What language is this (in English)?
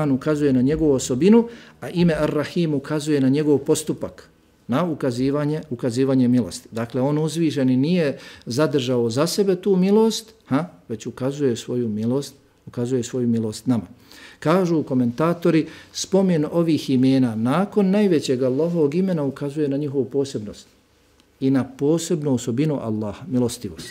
Bosnian